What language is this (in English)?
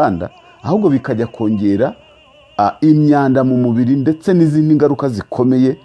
Kinyarwanda